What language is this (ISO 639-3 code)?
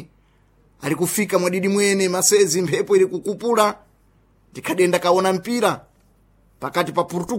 seh